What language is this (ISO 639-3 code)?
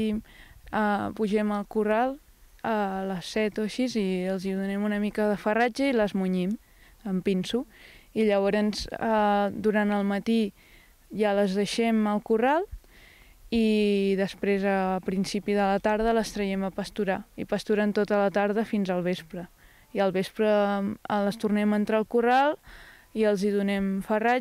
cat